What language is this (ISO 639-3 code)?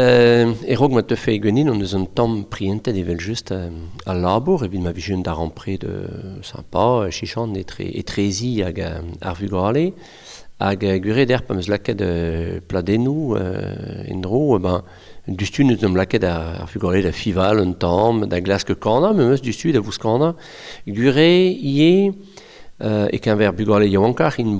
bre